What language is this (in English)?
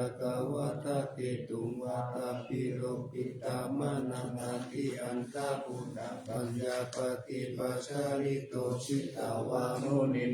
Pali